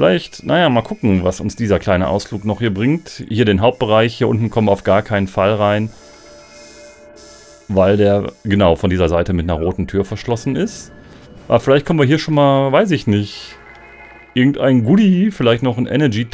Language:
German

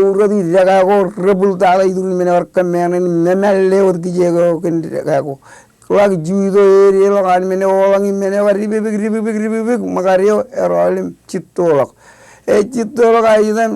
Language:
Marshallese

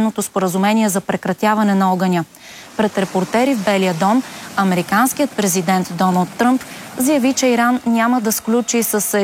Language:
Bulgarian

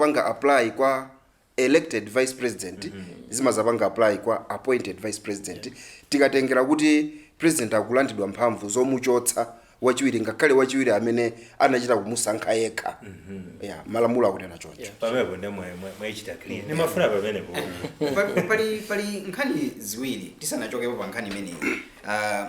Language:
Nyanja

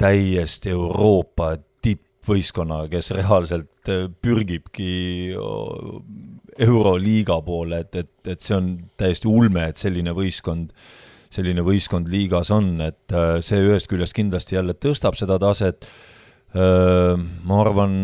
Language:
Estonian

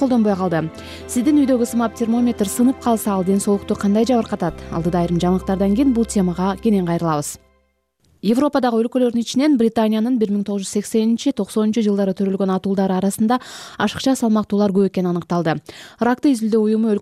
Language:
Kyrgyz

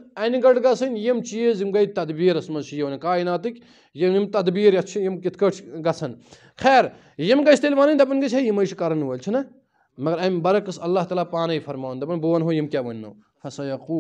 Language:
Kashmiri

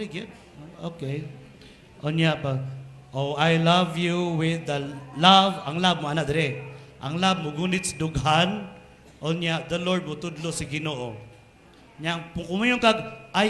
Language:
Cebuano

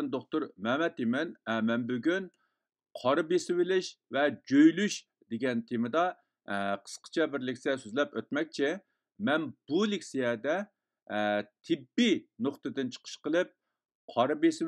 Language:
Uyghur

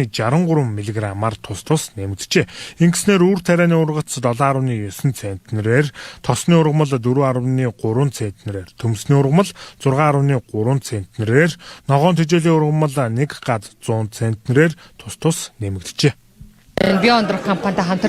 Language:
Mongolian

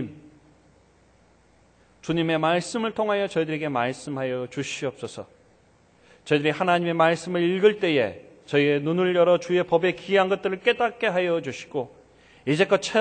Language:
Korean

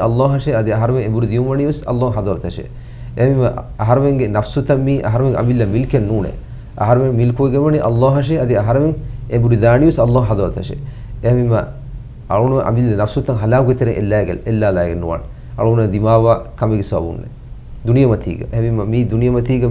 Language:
Divehi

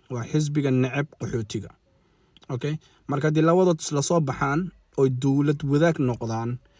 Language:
Somali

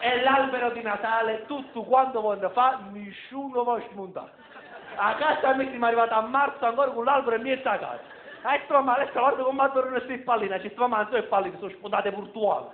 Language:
Neapolitan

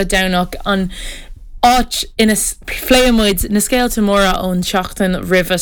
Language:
Irish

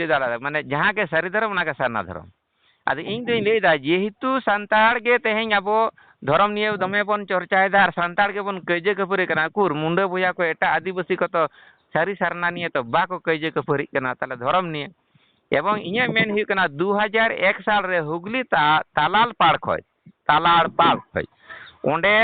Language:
Santali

